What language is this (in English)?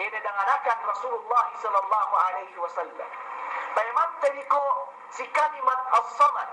Yakan